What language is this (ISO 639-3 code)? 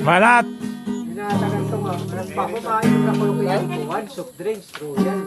war